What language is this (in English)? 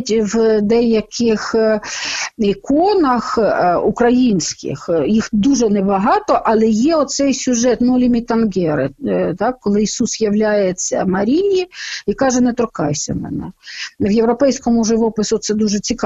Ukrainian